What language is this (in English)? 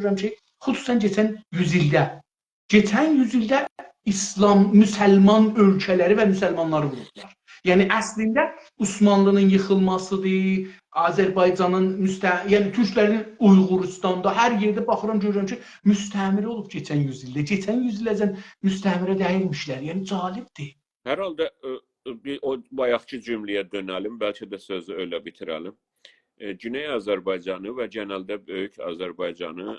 South Azerbaijani